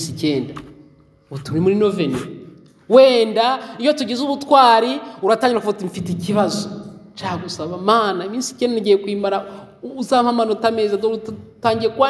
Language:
Kinyarwanda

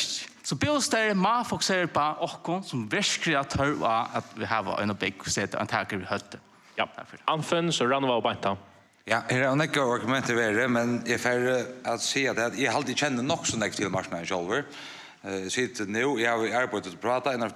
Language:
Faroese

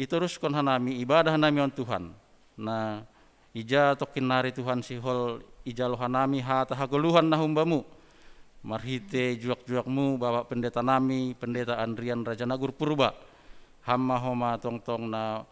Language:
Batak Simalungun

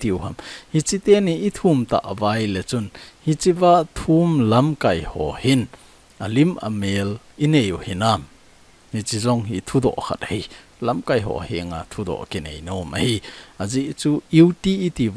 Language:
Thado Chin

